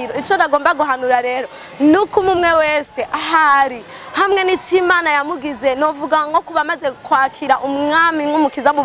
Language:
Rundi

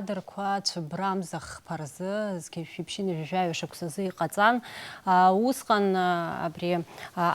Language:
Abkhazian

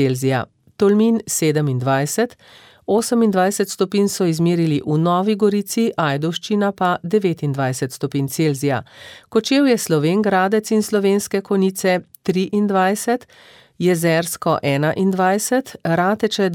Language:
Slovenian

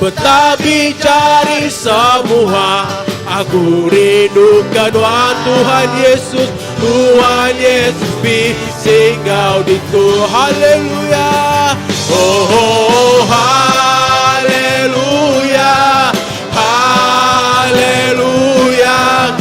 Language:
Iban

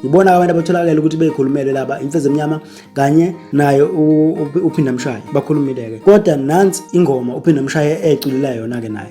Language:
Zulu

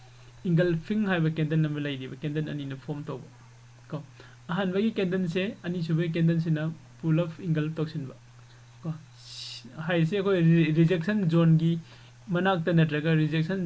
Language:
Manipuri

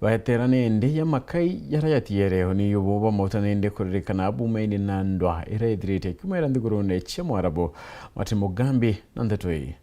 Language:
Meru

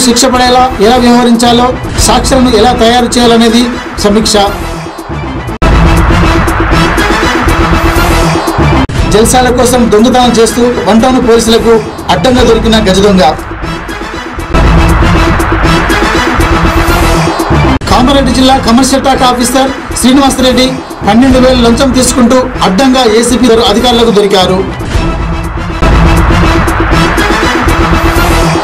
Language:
Telugu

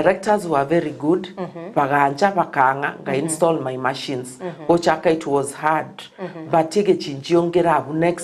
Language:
Gusii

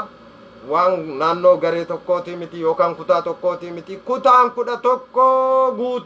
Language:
Oromo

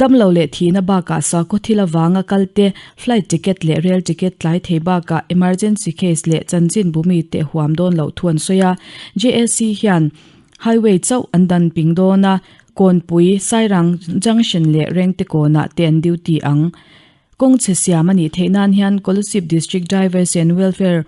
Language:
Mizo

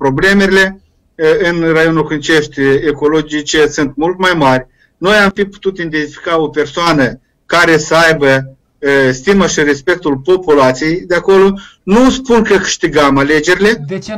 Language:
Romanian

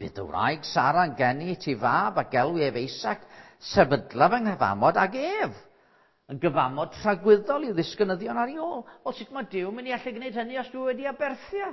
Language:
Welsh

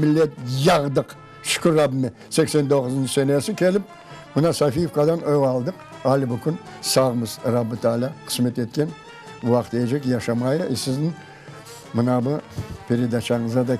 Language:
Crimean Tatar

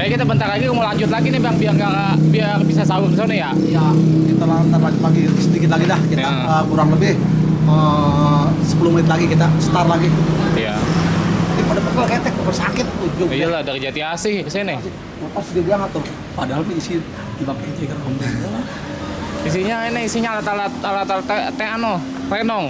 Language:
Betawi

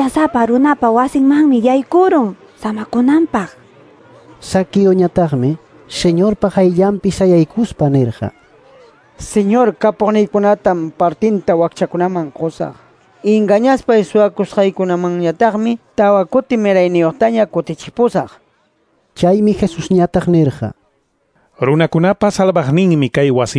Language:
Quechua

